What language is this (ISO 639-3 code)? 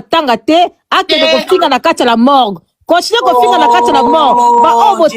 lin